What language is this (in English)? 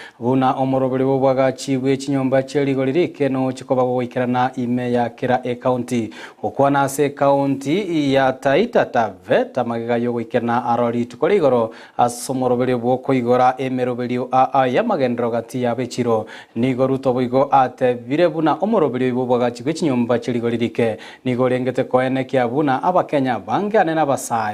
Gusii